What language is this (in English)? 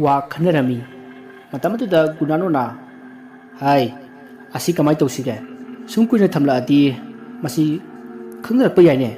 Manipuri